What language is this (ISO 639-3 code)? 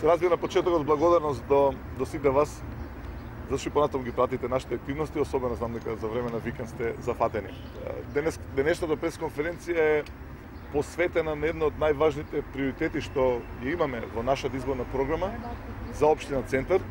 mkd